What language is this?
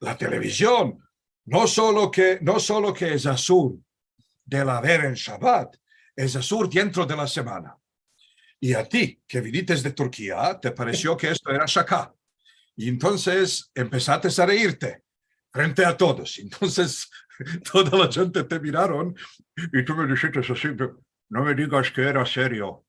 Ladino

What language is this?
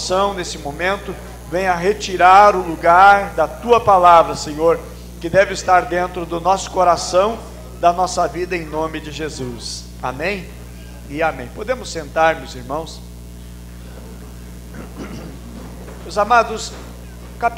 Portuguese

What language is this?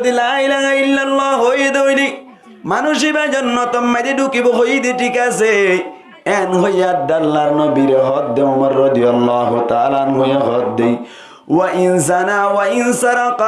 Rohingya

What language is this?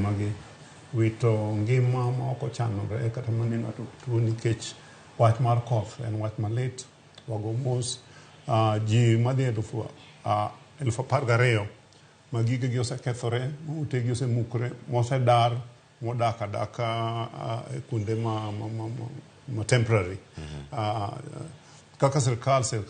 Luo (Kenya and Tanzania)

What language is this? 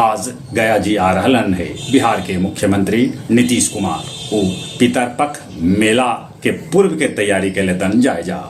Magahi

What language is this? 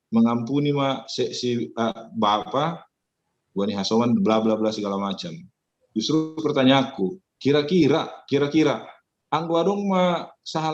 Batak Simalungun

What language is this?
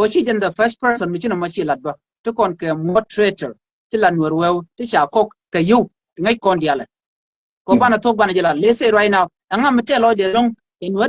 Nuer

